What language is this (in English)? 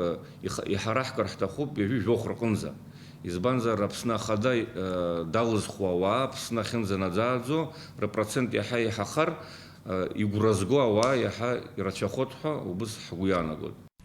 Abkhazian